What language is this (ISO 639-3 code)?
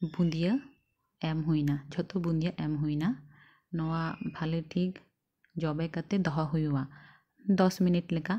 sat